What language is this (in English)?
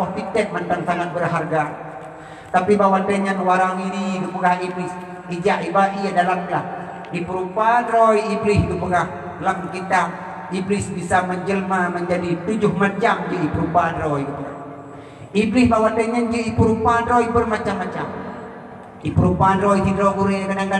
Achinese